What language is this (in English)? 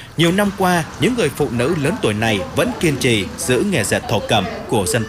Vietnamese